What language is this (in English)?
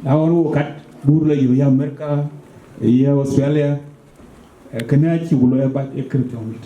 Dinka